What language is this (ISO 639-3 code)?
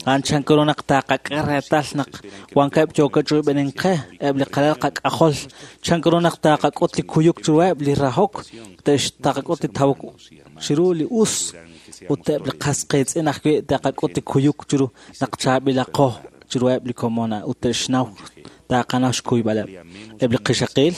kek